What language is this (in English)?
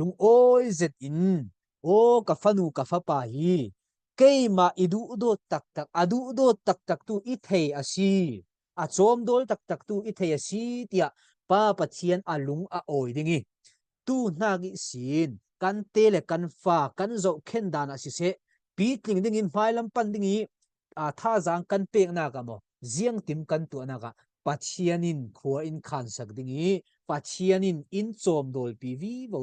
Falam Chin